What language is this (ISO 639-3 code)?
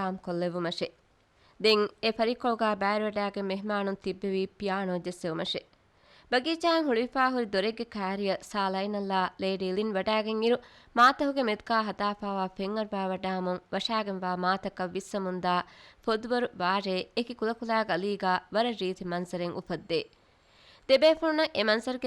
div